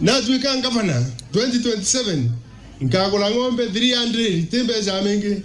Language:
Meru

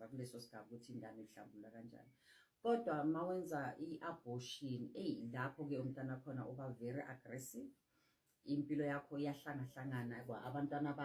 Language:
Zulu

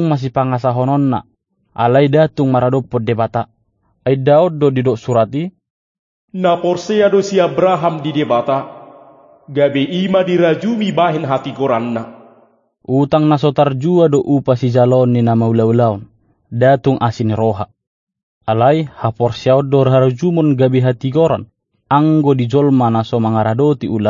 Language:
Batak Toba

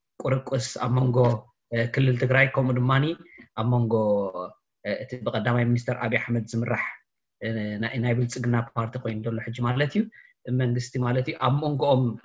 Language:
Tigrinya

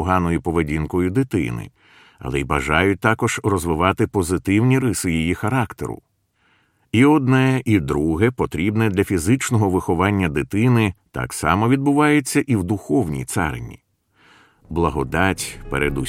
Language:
Ukrainian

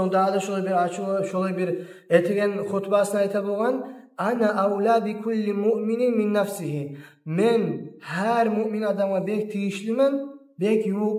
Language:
Kumyk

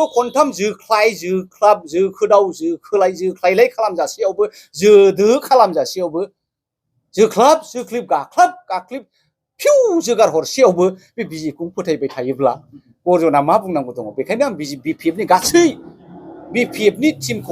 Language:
Bodo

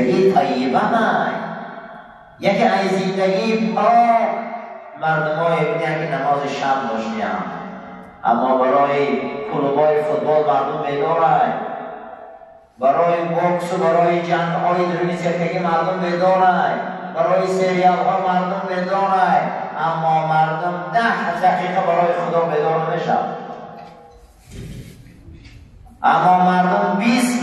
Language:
Persian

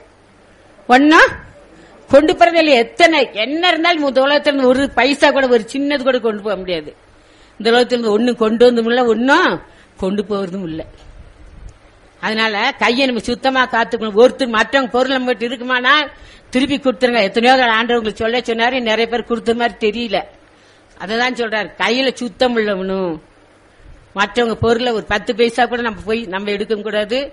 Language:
Tamil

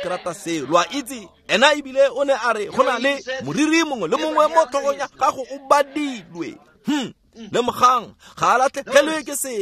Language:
Tswana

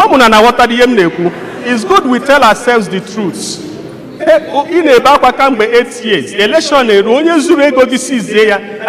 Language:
Igbo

